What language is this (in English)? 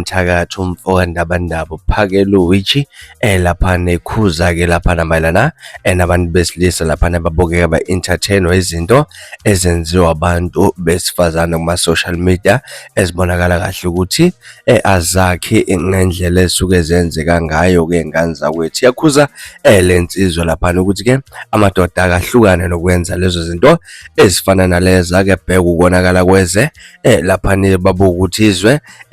Zulu